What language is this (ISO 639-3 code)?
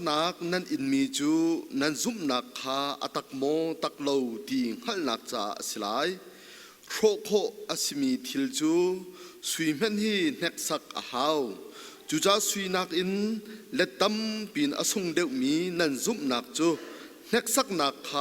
cnh